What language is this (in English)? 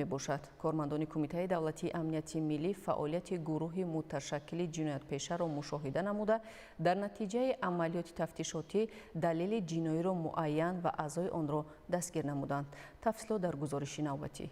Tajik